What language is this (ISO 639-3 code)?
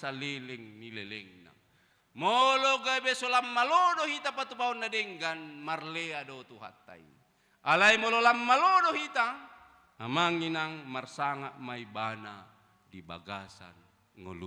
bbc